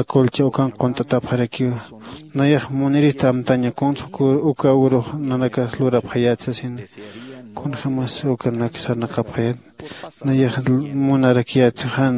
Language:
Aymara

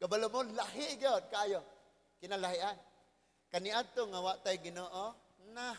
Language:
Cebuano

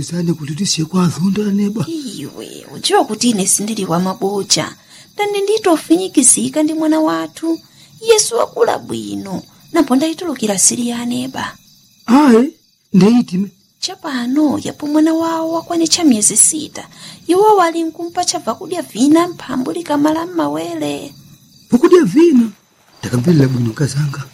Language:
Nyanja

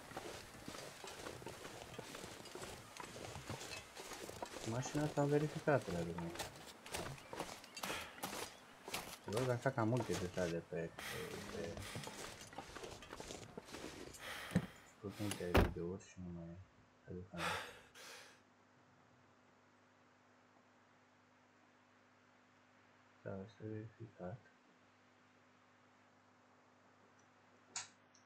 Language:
Romanian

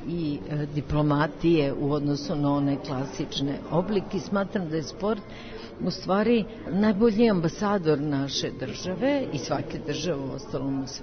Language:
Serbian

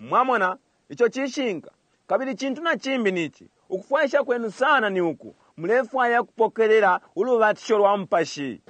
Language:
Bemba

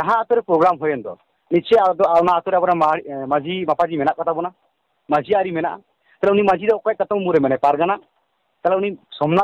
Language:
Santali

